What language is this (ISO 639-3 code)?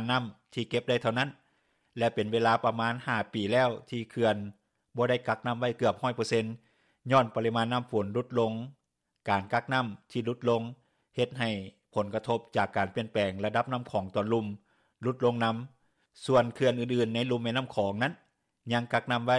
lao